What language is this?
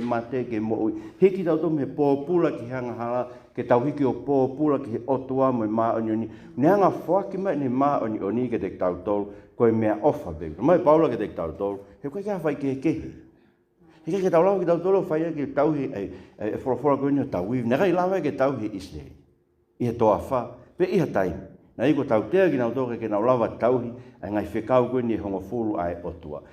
Tongan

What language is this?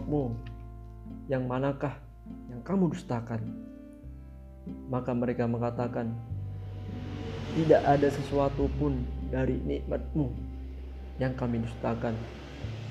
Indonesian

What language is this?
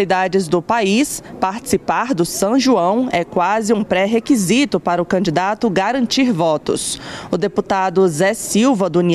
Portuguese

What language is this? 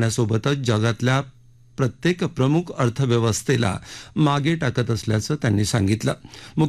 Marathi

